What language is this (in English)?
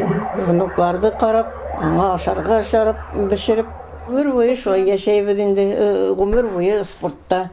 Bashkir